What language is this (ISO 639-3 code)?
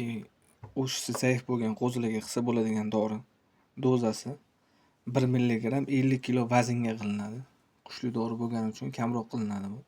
uzb